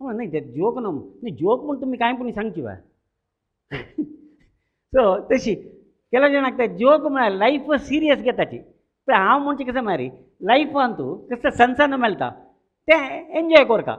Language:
Konkani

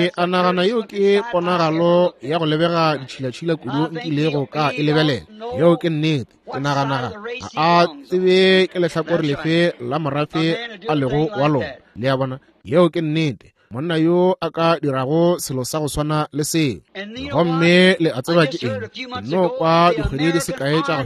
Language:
Northern Sotho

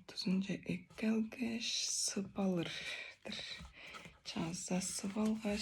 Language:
Tuvinian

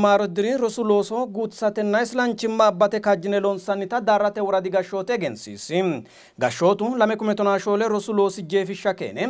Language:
Sidamo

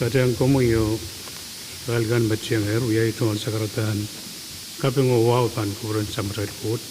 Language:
Pohnpeian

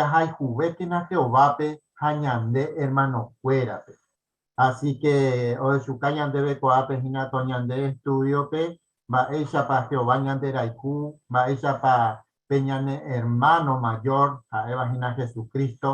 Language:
Guarani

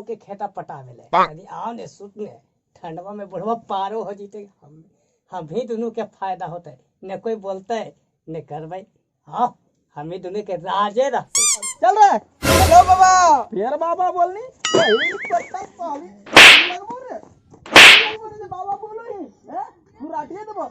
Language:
Magahi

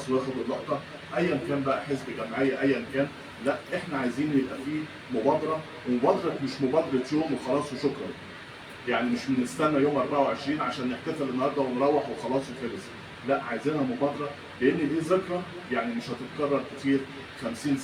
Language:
Egyptian Arabic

